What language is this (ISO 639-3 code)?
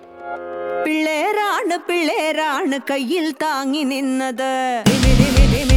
mal